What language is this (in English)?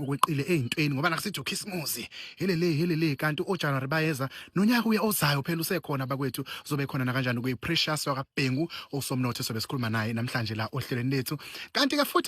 Zulu